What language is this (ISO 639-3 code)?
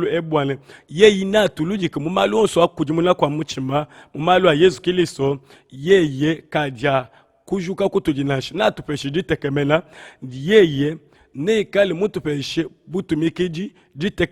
lua